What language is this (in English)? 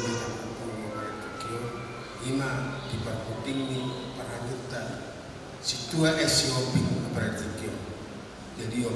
Batak Toba